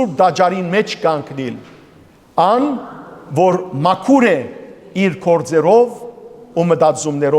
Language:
Western Armenian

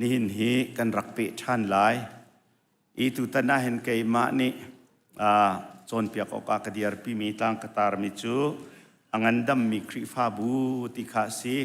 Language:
Hakha Chin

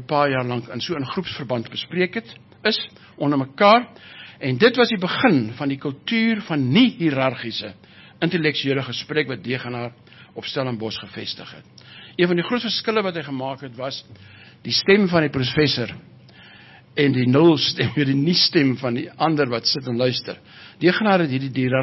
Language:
Afrikaans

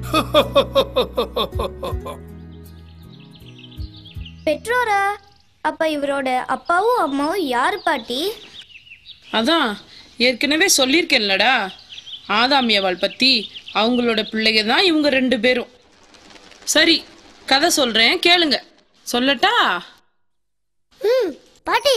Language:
Tamil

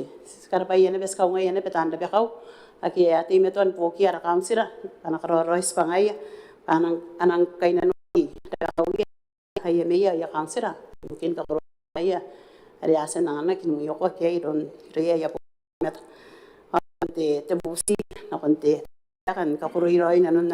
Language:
Gilbertese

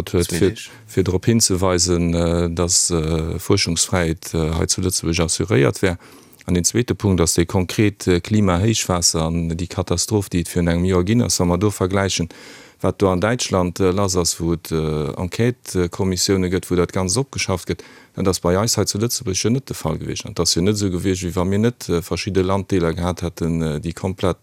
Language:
Luxembourgish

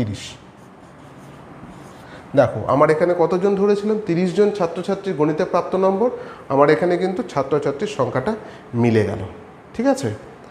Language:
Bangla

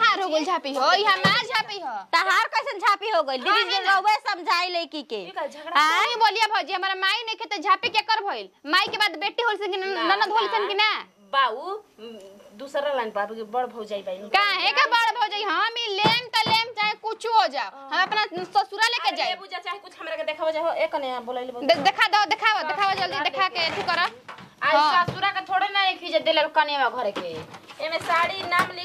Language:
Bhojpuri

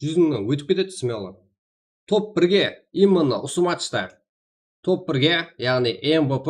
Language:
Kara-Kalpak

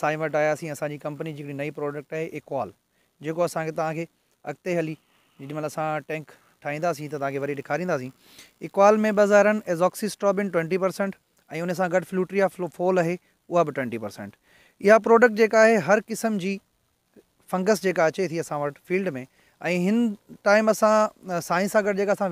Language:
Sindhi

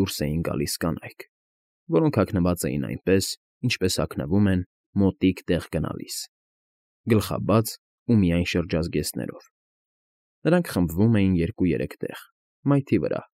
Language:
Armenian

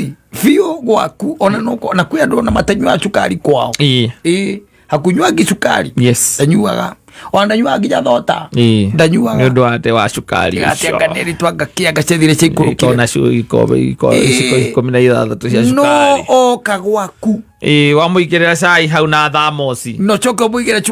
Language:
Kikuyu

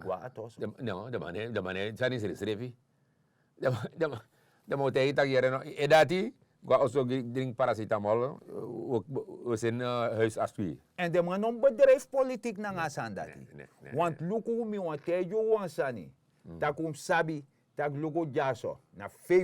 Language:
Sranan Tongo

